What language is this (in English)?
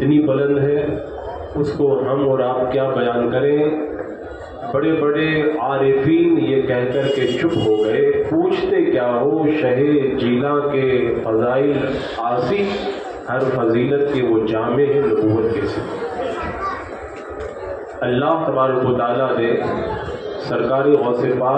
Urdu